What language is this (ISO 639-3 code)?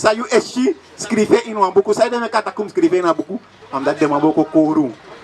srn